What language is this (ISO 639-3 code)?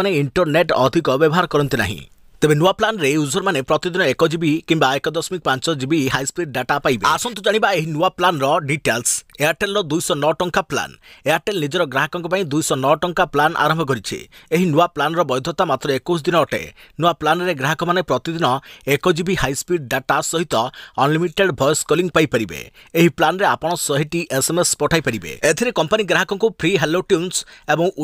ori